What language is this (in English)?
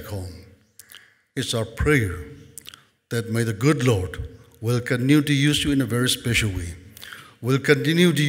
Tangkhul Naga (India)